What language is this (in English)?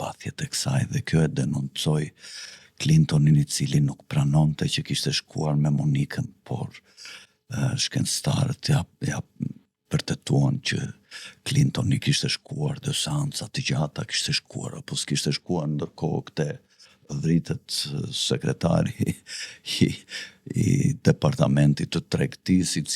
Albanian